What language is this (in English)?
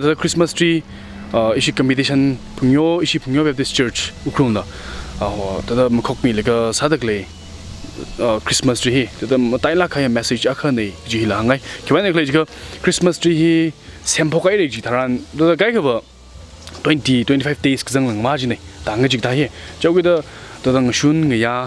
Tangkhul Naga (India)